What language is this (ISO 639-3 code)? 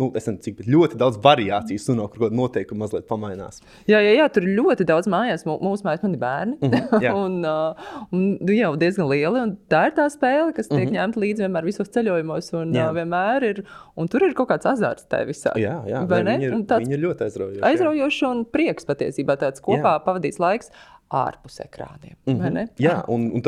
lav